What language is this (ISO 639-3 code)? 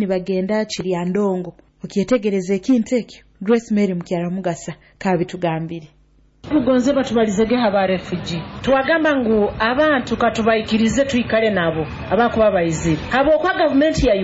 nyo